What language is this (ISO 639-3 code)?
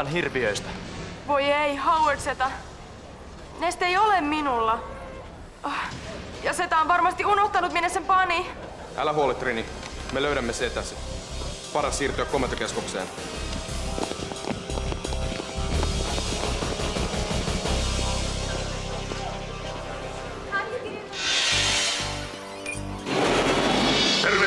fin